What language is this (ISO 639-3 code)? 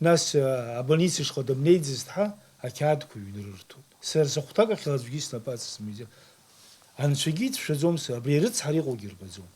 abk